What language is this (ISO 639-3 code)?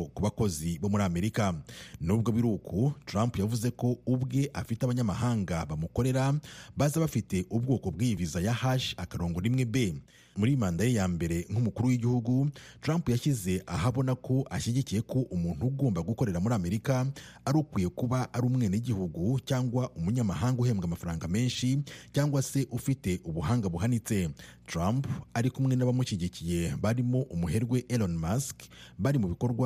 kin